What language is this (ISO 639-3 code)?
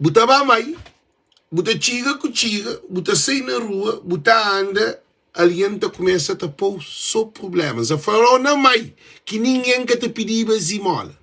kea